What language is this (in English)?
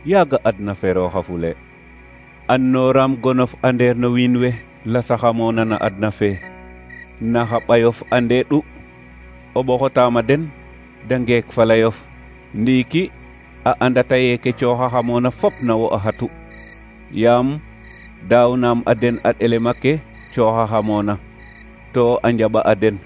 Serer